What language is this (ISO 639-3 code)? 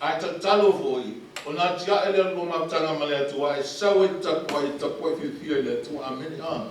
smo